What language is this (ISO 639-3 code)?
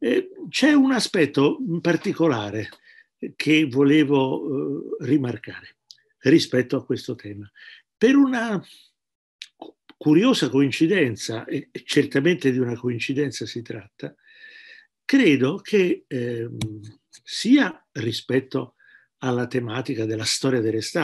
ita